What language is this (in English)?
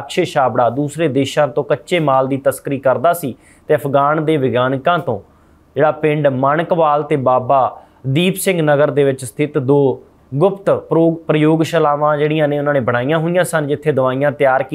Punjabi